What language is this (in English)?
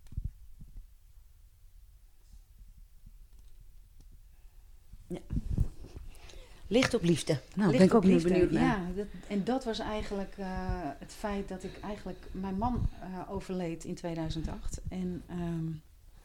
Dutch